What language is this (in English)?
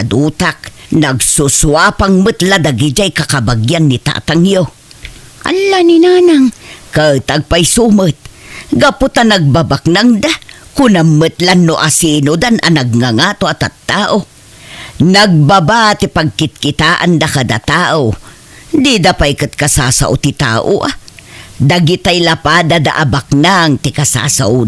Iloko